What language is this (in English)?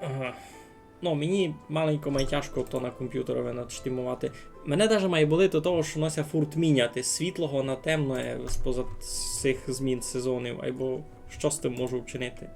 Rusyn